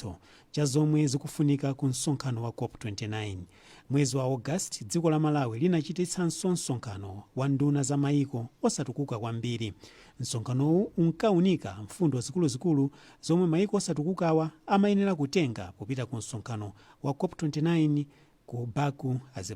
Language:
Nyanja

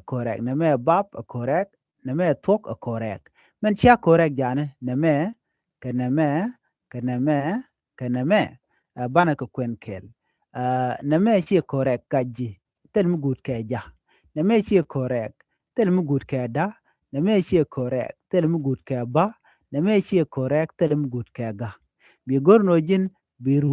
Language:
Nuer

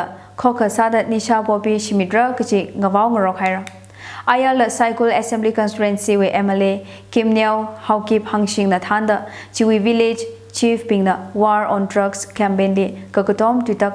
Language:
Tangkhul Naga (India)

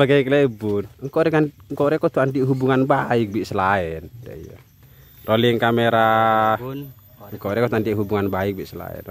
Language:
Madurese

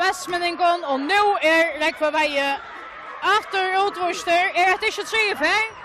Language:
Faroese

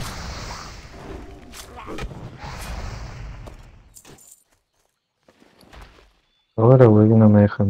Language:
Spanish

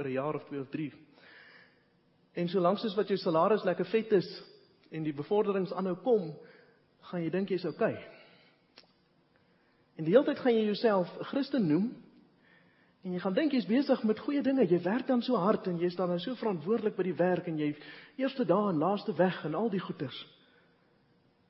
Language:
Afrikaans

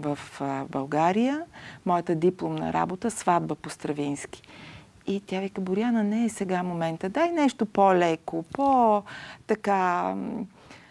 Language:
Bulgarian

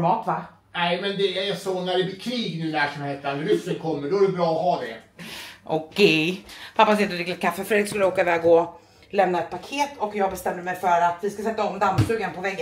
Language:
Swedish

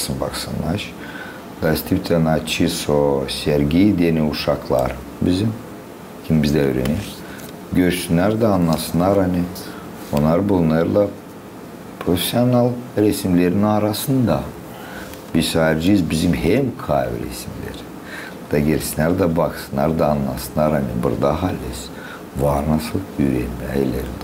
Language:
Gagauz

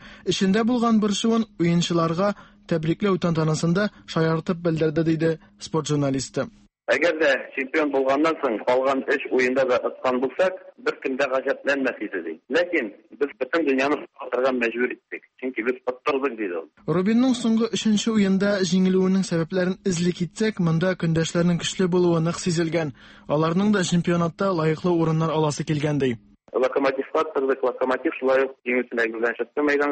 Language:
Tatar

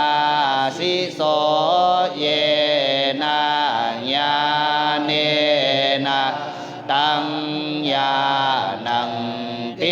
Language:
Pali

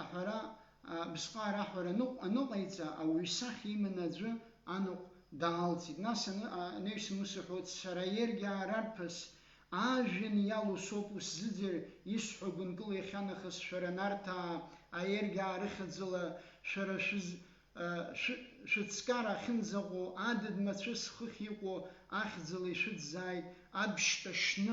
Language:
Abkhazian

